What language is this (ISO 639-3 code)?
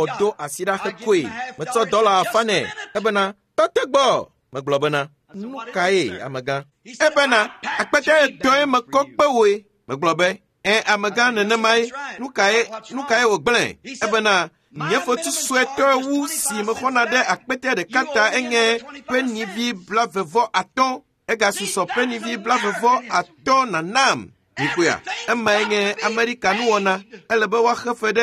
ewe